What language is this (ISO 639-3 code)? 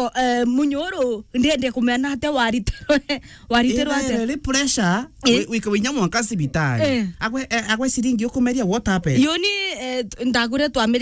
mer